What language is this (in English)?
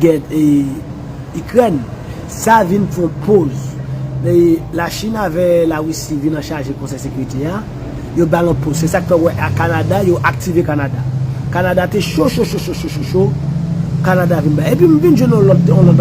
Haitian Creole